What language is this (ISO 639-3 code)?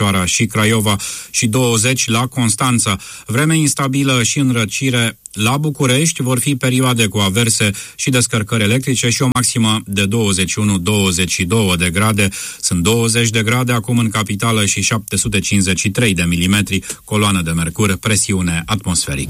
ron